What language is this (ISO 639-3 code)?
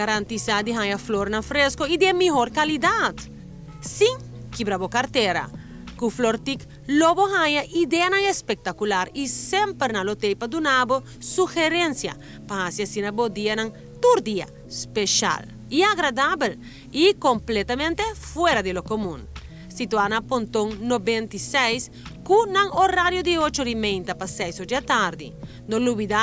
pap